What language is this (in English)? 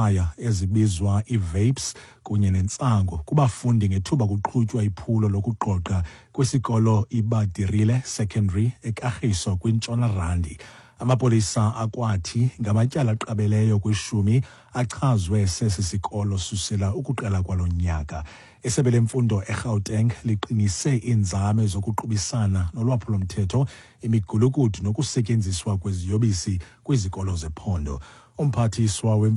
Xhosa